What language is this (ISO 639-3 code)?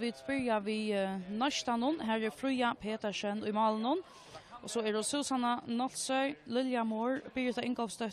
fao